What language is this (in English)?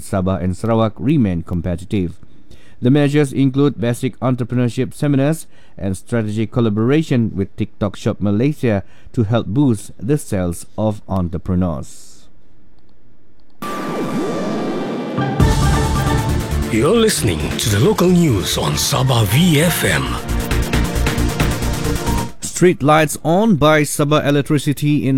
English